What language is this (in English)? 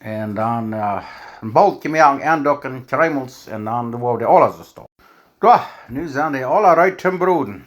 Plautdietsch